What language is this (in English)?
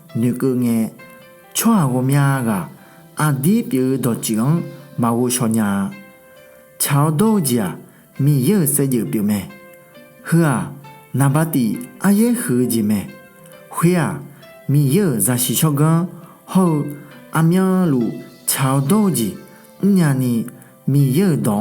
Akha